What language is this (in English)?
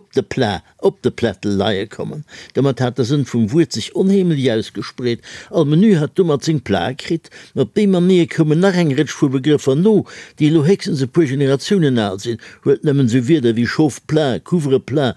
Luxembourgish